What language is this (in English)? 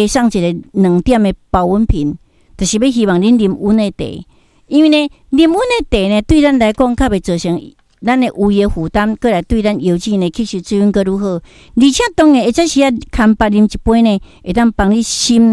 Min Nan Chinese